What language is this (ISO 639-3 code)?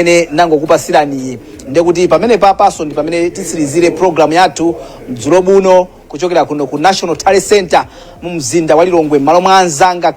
nya